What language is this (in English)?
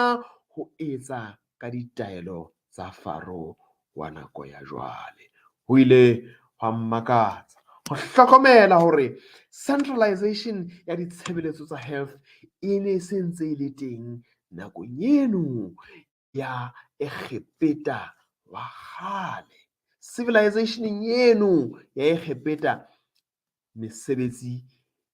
Southern Sotho